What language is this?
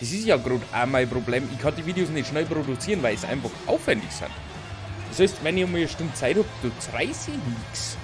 Bavarian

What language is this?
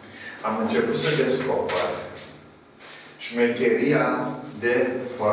Romanian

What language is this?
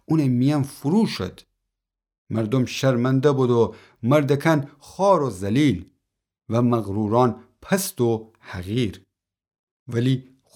Gilaki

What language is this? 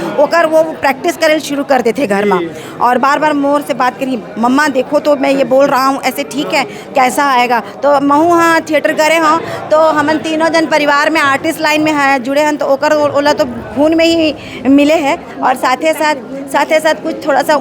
Chhattisgarhi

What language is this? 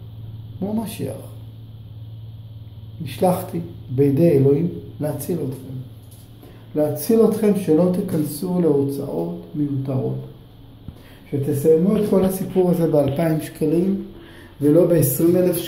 Hebrew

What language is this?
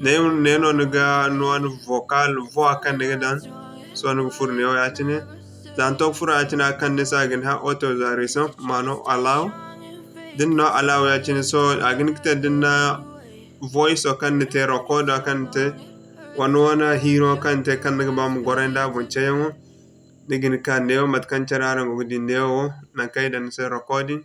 Zarma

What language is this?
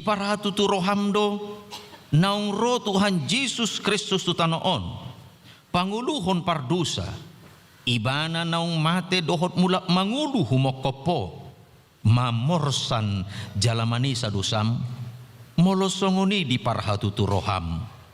Batak Toba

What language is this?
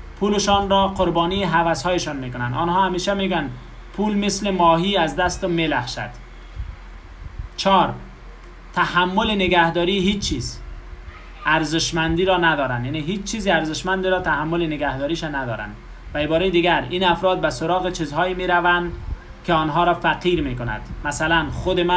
Persian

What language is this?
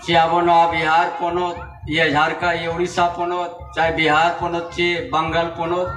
Santali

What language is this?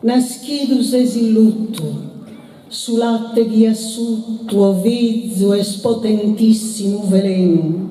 Sardinian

